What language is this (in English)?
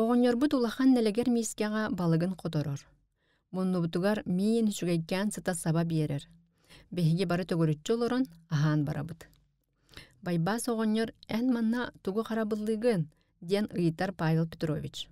Yakut